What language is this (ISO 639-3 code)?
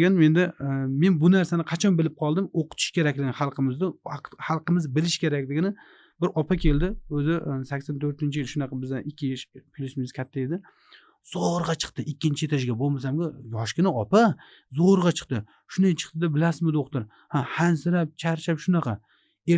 uzb